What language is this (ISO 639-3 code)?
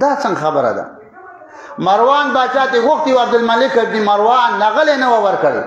pus